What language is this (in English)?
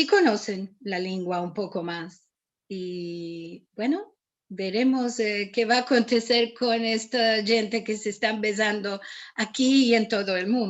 Ladino